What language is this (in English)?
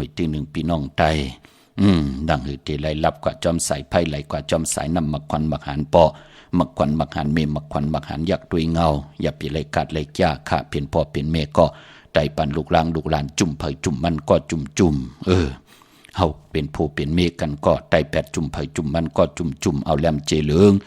Shan